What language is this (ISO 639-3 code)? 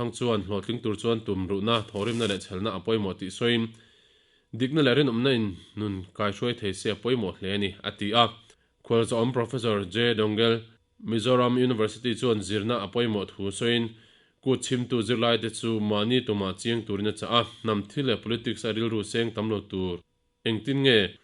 lus